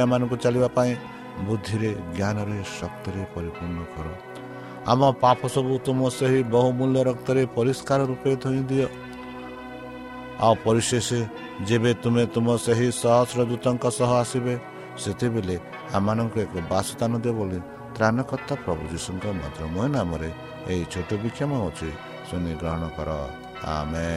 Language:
Odia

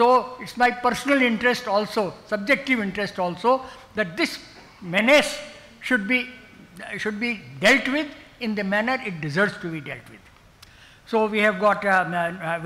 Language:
English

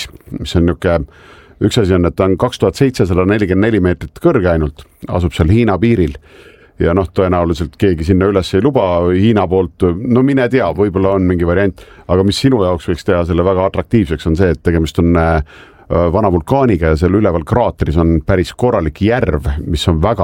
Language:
Estonian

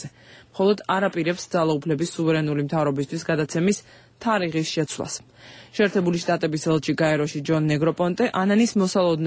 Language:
Georgian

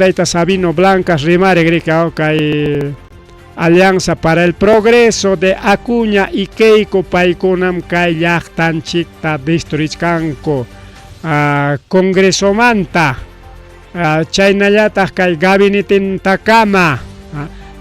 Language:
Ayacucho Quechua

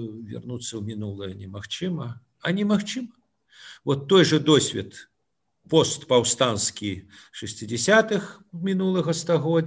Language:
Belarusian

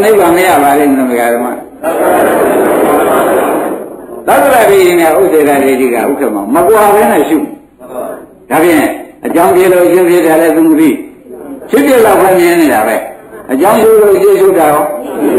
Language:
Burmese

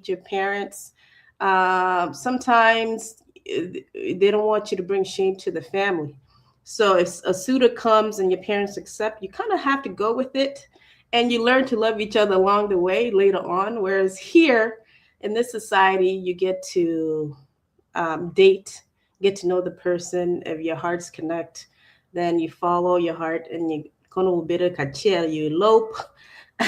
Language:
Acoli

